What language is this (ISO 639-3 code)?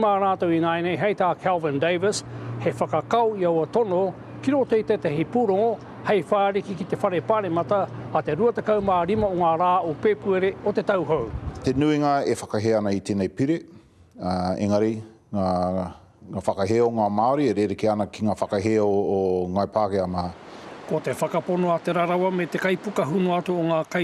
mri